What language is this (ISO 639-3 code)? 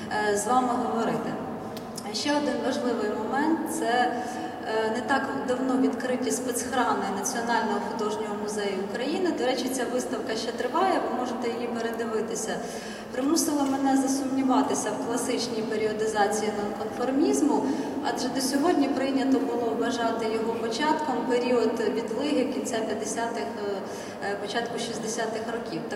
ukr